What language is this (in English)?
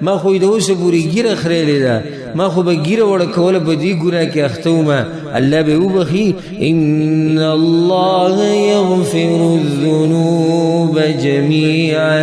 Pashto